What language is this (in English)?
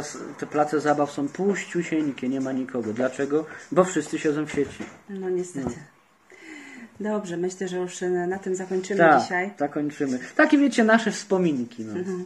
Polish